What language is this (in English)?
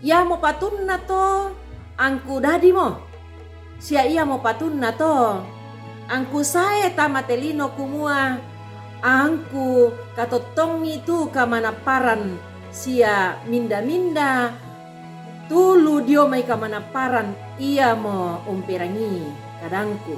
Toraja-Sa'dan